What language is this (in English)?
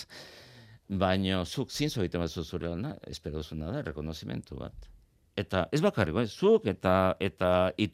Basque